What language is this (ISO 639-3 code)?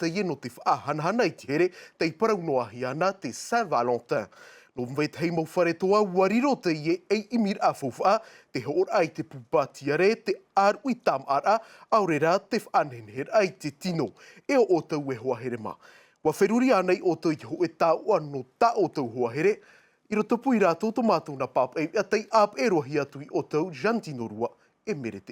tah